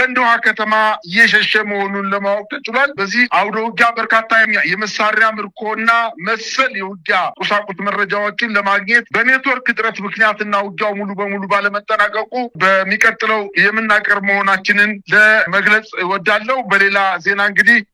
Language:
Amharic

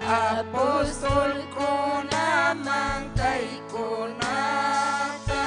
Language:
Ayacucho Quechua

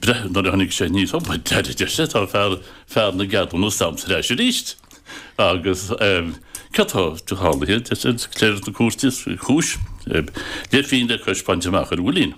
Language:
Irish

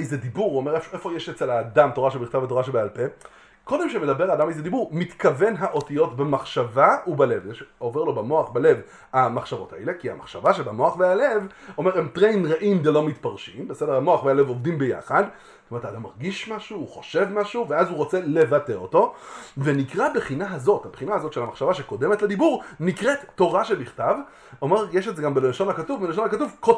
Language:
Hebrew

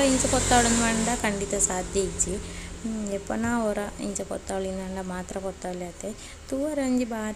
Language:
Tulu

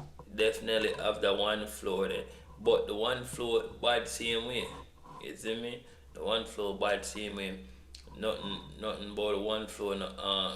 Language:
Jamaican Creole English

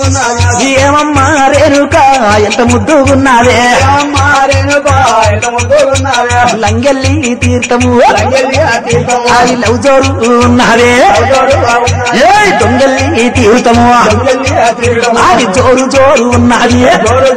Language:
Telugu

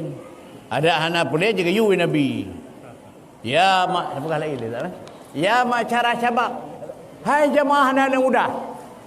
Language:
Achinese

